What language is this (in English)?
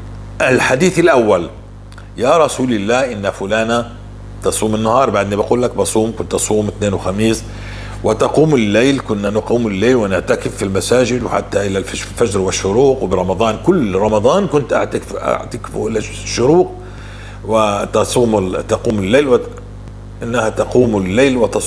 North Levantine Arabic